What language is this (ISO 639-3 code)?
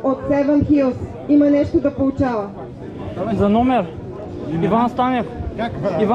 bul